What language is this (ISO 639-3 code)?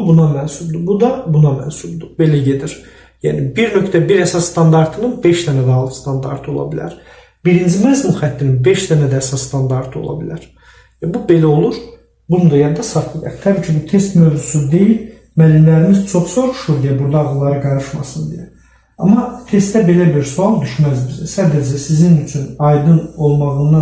aze